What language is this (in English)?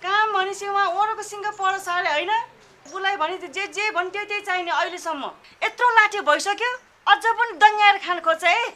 Nepali